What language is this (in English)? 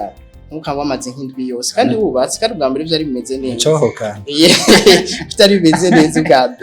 Rundi